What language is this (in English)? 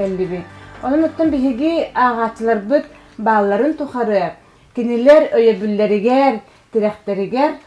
Yakut